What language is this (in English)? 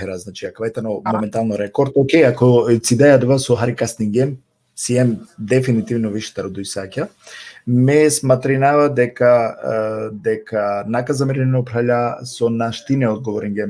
Balkan Romani